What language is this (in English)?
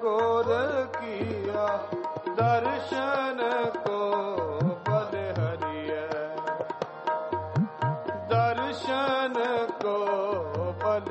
Punjabi